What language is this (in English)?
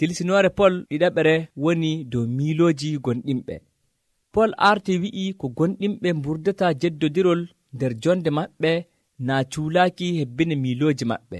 Nigerian Fulfulde